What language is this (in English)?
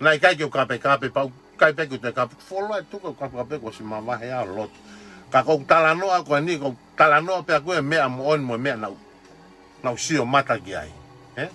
Tongan